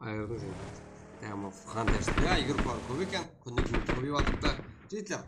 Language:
Kara-Kalpak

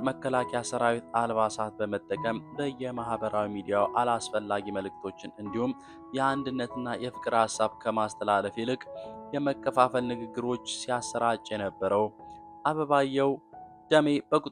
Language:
Amharic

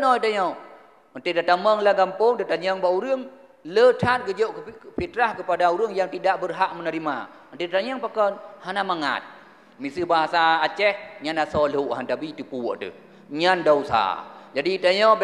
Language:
Achinese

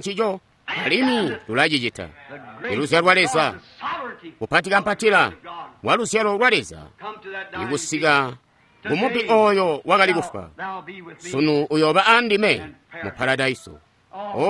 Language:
Tonga (Zambia)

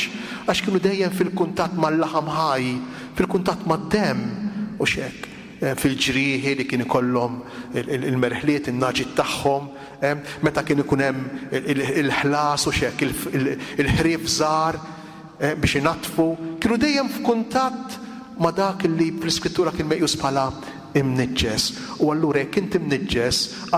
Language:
Maltese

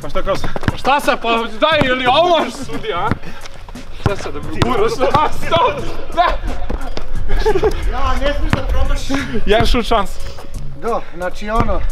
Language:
Serbian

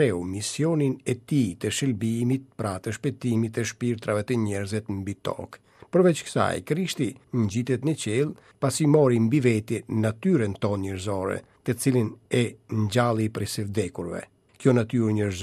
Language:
Albanian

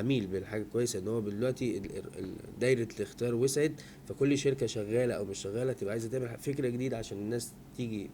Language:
Egyptian Arabic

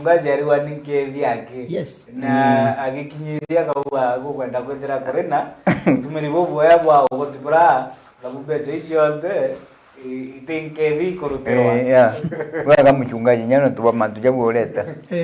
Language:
Meru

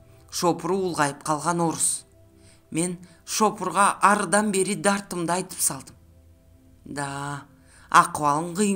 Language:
Kyrgyz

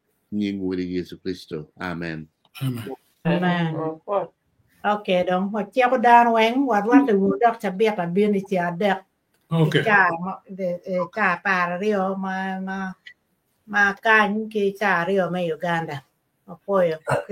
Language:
Acoli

